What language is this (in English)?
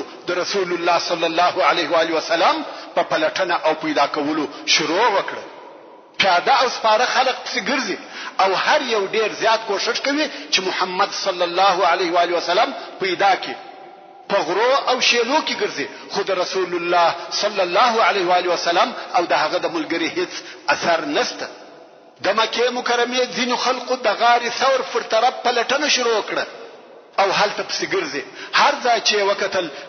Pashto